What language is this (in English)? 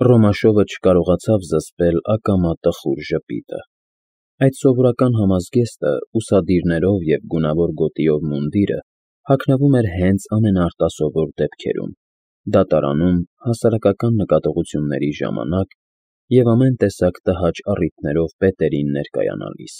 Armenian